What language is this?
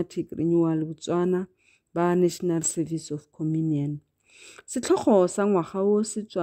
Tswana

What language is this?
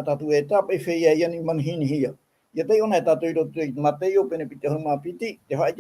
Tahitian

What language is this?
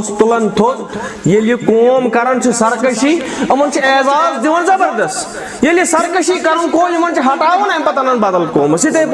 Kashmiri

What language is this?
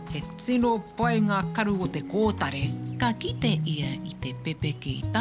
Māori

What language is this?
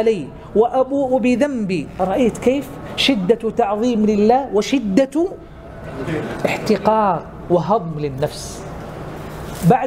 Arabic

